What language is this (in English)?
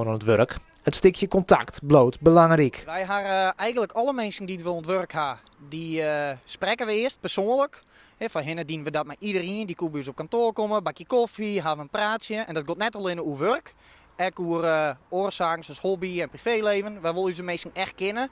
Western Frisian